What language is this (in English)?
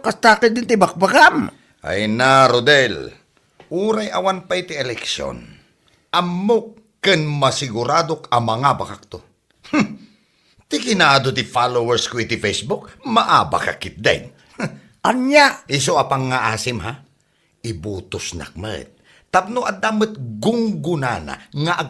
Iloko